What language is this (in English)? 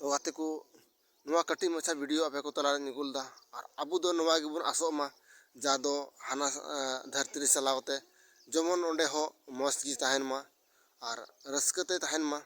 Santali